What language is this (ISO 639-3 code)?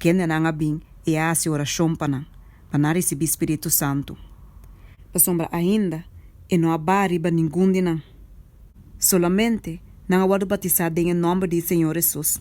pap